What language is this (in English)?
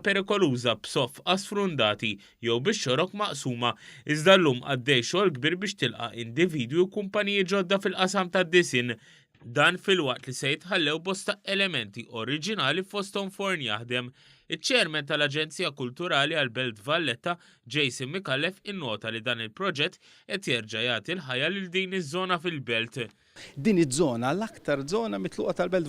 Maltese